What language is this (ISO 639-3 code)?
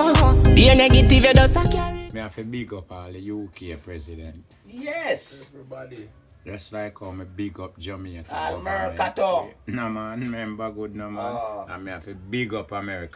jam